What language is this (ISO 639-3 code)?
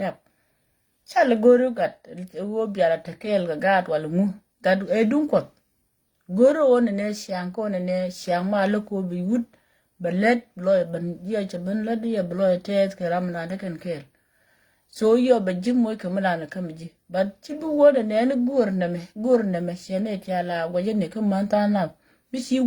nus